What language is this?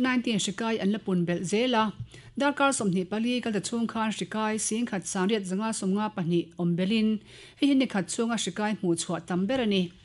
Mizo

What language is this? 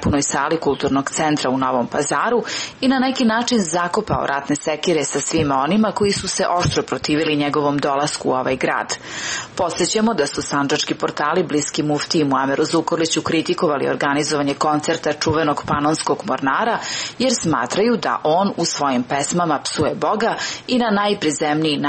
Serbian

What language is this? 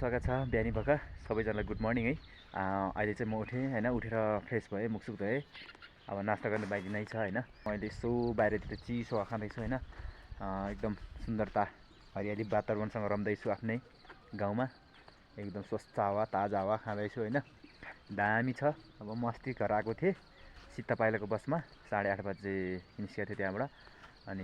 Nepali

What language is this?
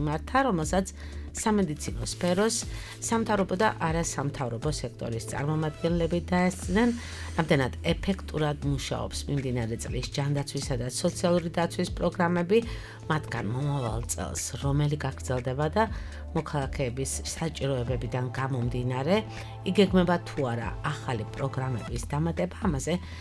Georgian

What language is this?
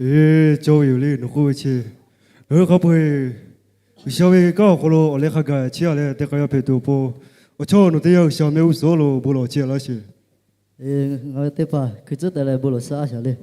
Lahu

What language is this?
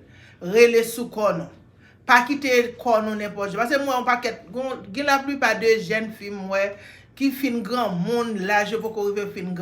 Haitian Creole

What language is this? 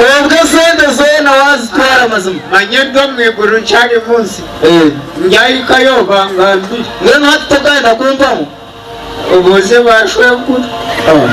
Nyankole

